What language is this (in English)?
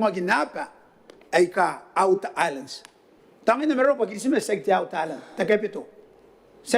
Gilbertese